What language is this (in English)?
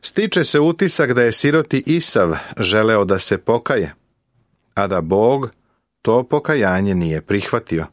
Serbian